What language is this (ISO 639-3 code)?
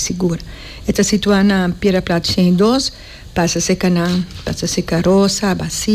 pap